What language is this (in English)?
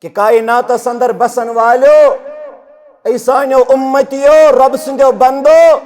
Kashmiri